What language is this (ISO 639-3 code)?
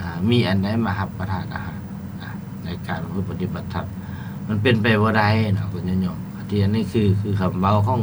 lao